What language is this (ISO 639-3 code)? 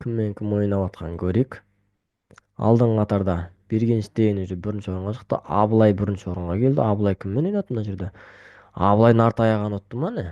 kaz